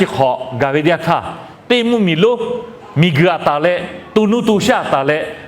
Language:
Lahu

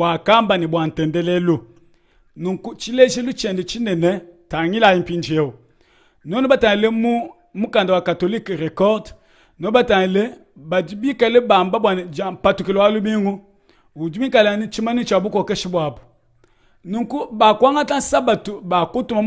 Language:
Luba-Lulua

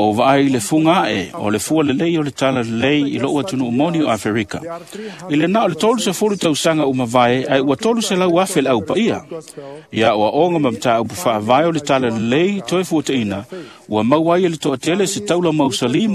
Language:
Samoan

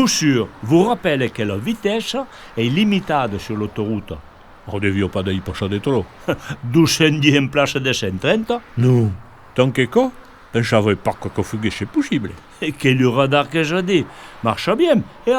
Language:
Occitan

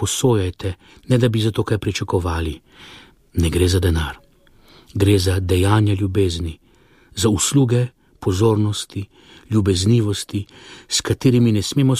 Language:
Slovenian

